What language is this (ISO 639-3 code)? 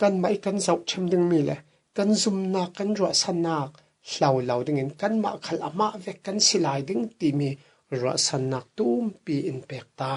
cfm